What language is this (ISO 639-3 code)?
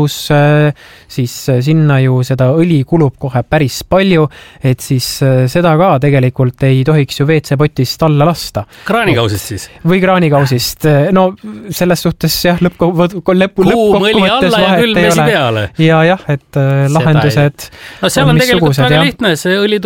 est